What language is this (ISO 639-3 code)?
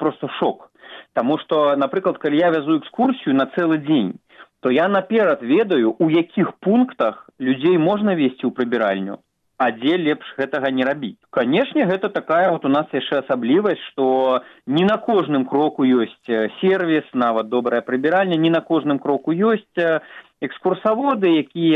bel